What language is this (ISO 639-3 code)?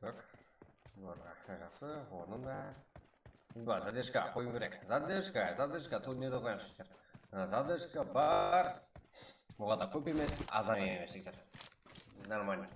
kaa